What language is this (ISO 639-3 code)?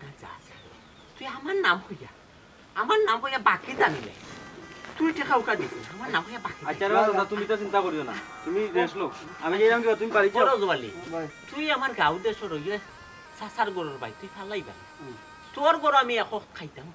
syl